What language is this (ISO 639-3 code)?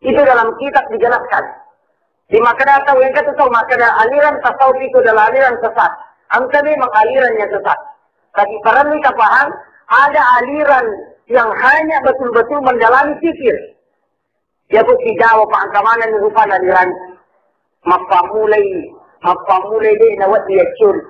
bug